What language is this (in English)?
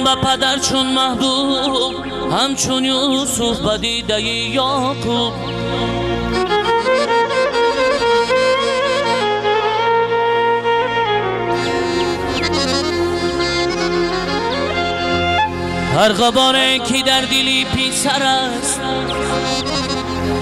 Persian